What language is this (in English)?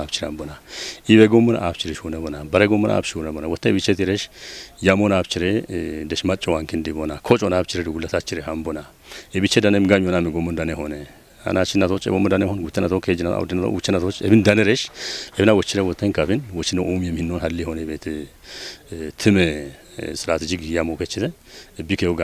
Kafa